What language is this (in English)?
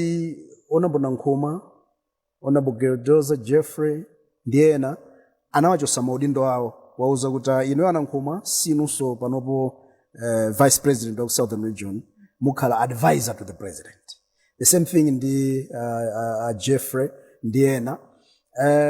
Nyanja